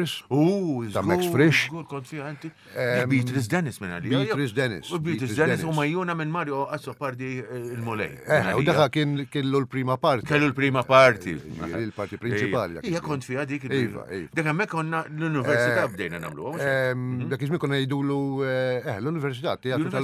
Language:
Maltese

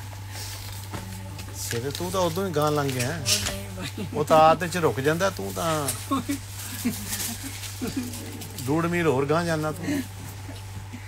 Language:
Punjabi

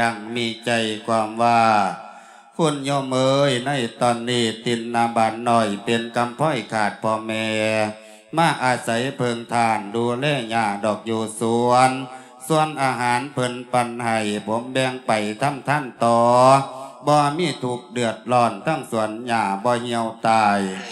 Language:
Lao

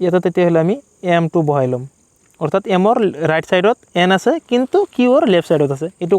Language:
Assamese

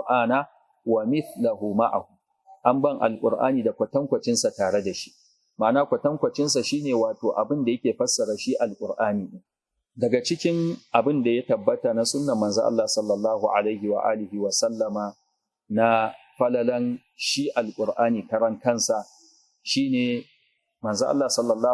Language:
Hausa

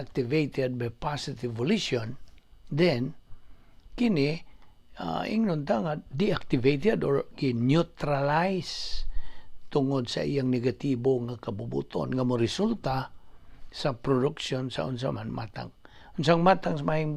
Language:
Cebuano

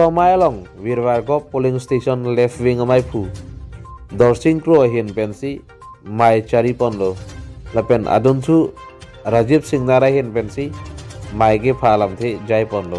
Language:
Karbi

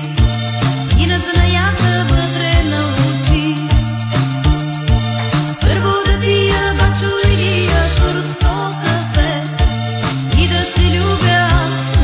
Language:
Bulgarian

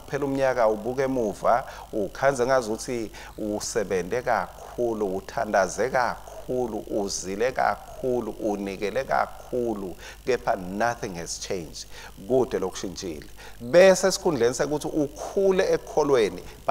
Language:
Swati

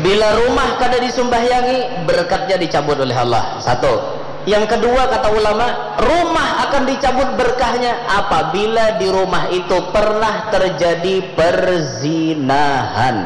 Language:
Banjar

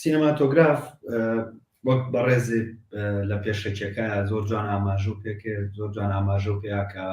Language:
Central Kurdish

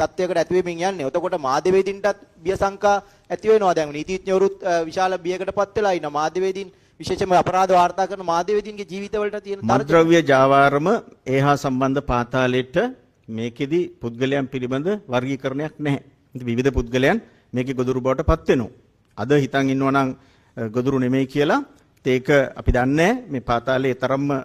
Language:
Sinhala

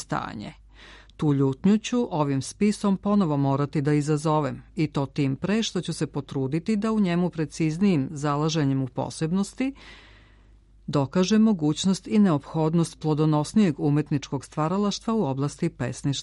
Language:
Serbian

